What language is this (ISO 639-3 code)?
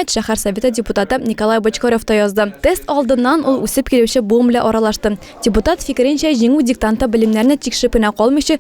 tat